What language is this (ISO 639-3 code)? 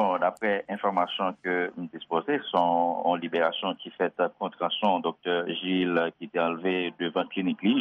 hat